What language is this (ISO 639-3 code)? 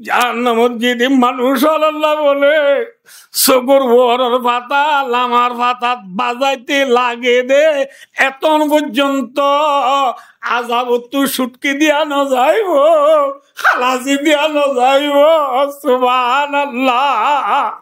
rhg